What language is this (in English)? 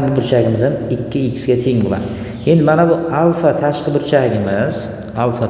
Uzbek